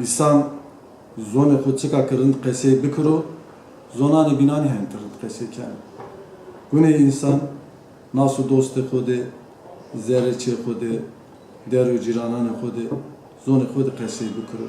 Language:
Zaza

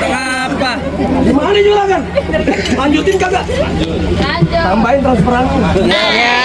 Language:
Betawi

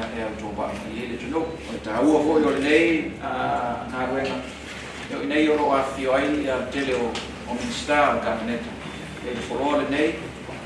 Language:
Samoan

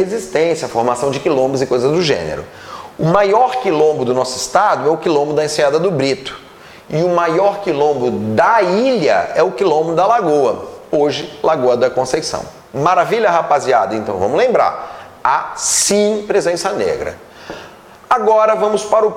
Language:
Portuguese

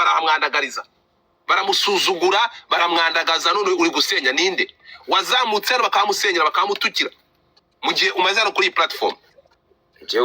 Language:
Kinyarwanda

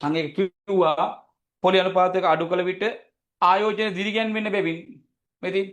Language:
Sinhala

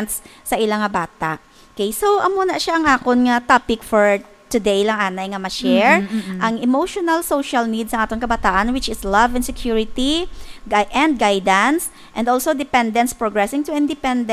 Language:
Hiligaynon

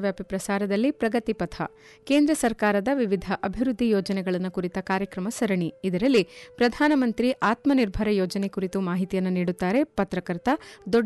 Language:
Kannada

